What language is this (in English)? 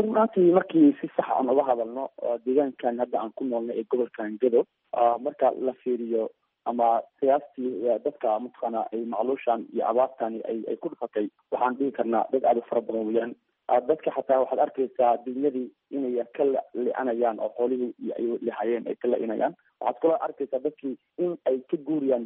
Somali